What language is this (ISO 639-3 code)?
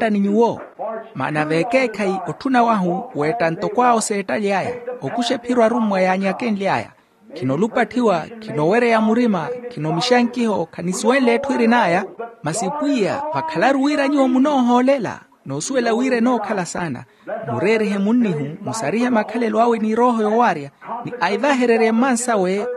vmw